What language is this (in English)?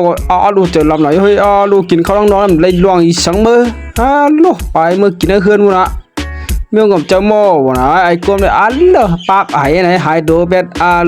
Shan